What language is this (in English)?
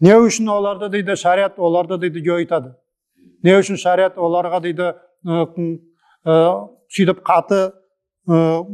Nogai